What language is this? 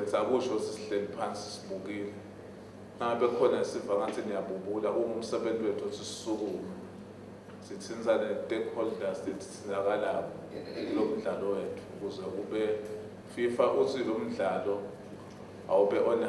Swati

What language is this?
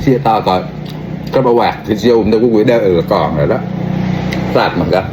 Mon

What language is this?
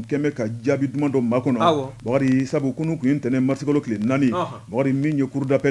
Bambara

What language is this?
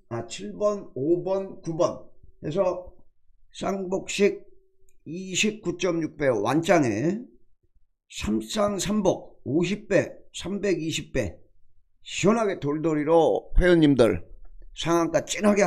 Korean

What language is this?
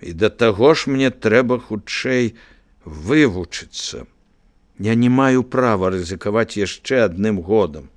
Belarusian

